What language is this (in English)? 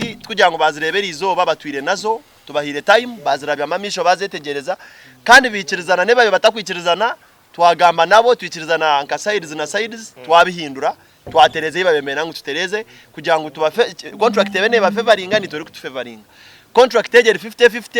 Nyankole